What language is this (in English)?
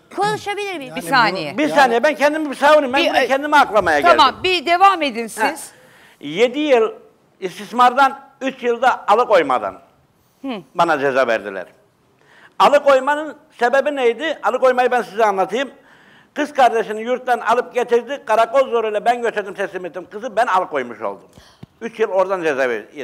Turkish